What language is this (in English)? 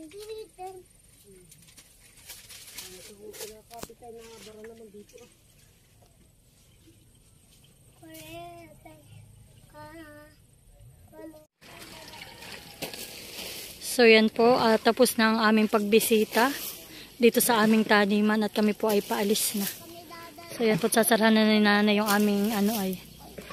Filipino